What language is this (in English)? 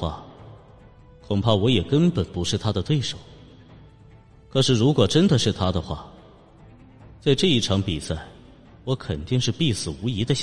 Chinese